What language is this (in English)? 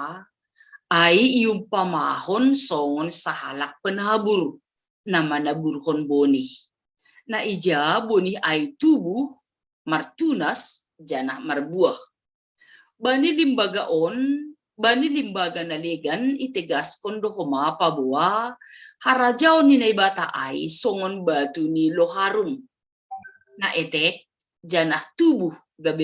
Batak Simalungun